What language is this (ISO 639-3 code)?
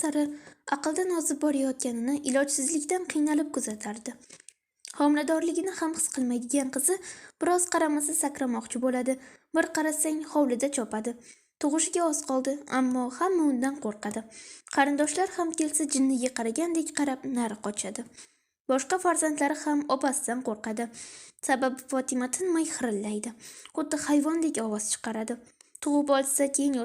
uzb